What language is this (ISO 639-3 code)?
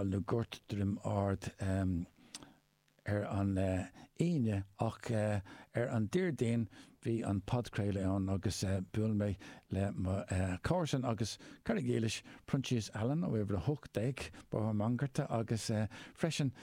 gle